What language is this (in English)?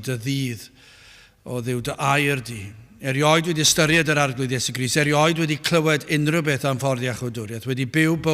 Welsh